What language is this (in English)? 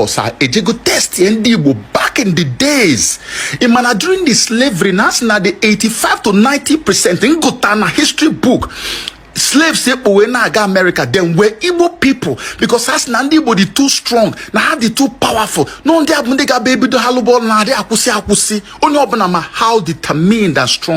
Igbo